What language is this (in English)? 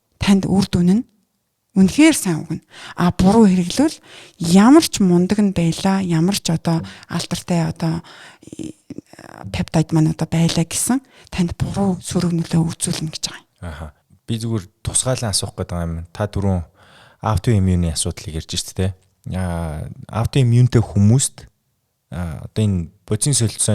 Mongolian